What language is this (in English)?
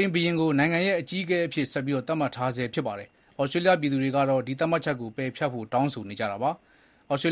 Burmese